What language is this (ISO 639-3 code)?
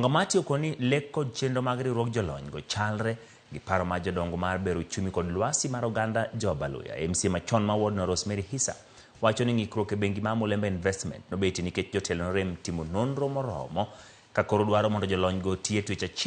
luo